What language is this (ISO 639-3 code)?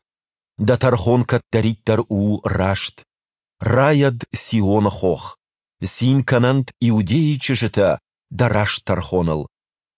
oss